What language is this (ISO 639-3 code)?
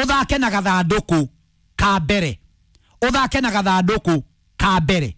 kik